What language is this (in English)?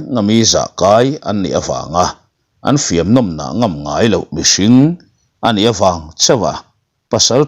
Mizo